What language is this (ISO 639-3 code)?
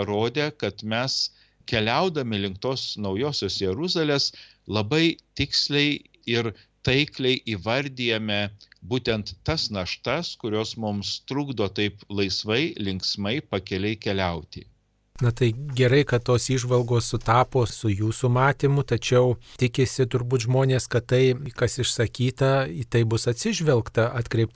lit